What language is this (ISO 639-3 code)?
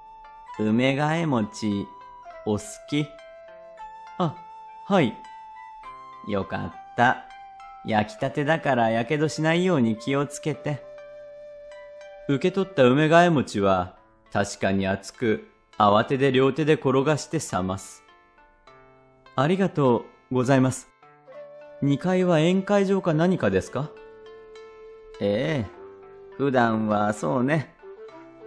jpn